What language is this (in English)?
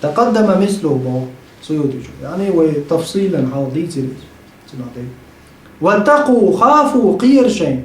Chechen